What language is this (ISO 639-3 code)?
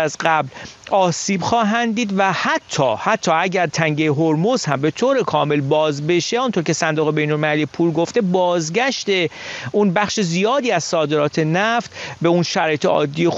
fas